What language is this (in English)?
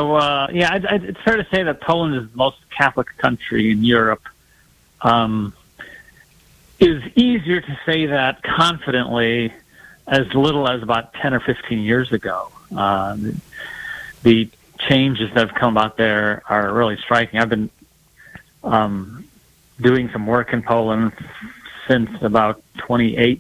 English